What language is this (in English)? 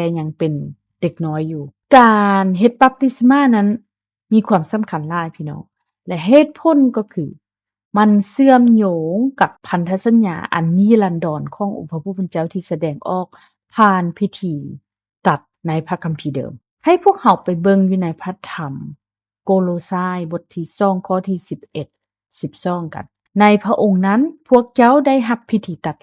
Lao